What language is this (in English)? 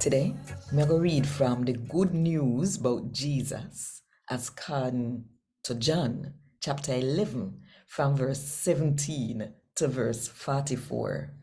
Jamaican Creole English